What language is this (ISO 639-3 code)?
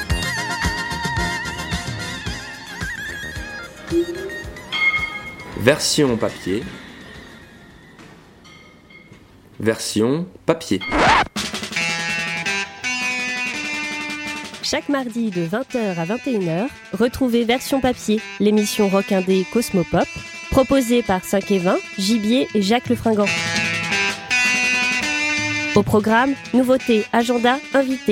fra